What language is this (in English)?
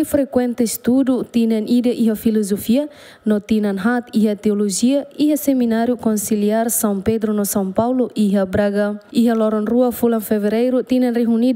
Tetum